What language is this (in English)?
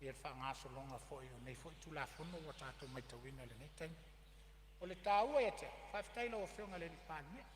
Samoan